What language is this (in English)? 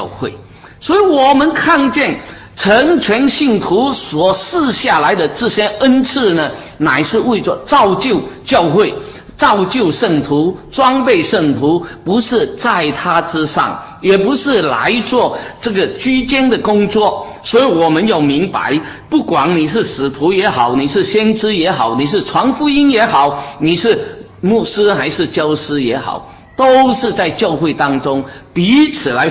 Chinese